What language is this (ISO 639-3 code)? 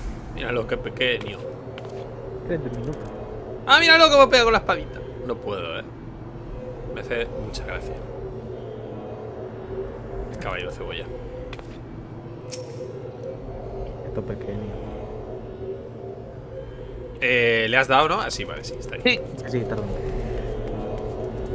spa